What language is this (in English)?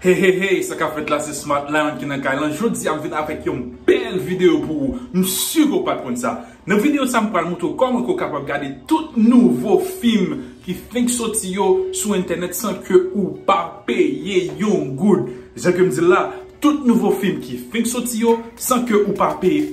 Haitian Creole